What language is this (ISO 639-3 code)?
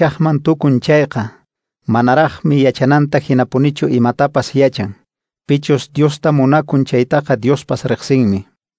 que